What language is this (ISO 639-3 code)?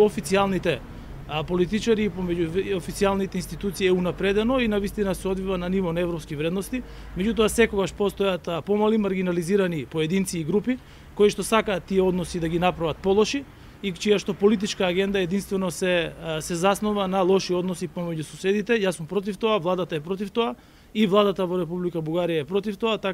mkd